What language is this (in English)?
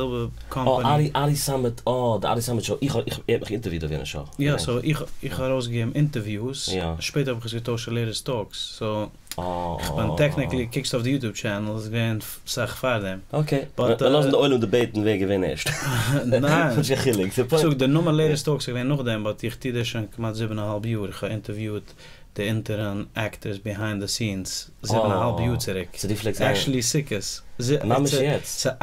Yiddish